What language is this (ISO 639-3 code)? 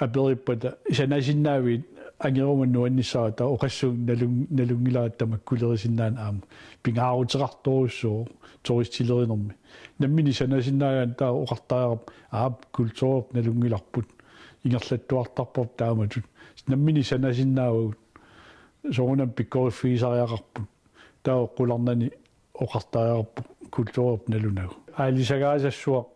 kal